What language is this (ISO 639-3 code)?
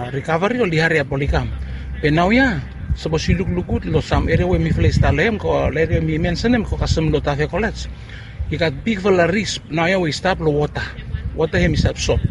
bis